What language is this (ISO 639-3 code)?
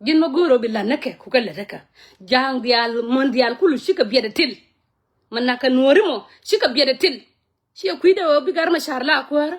nus